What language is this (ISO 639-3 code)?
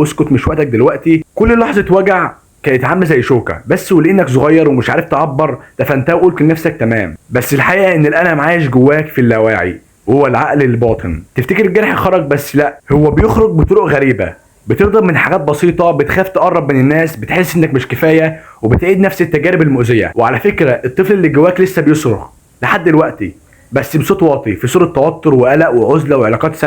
arz